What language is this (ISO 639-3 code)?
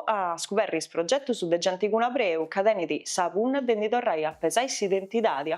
srd